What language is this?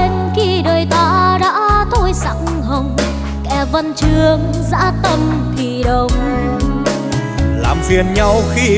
Vietnamese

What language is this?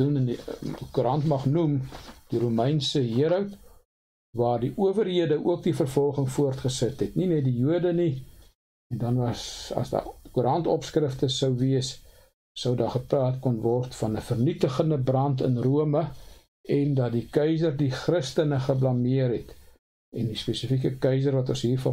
Afrikaans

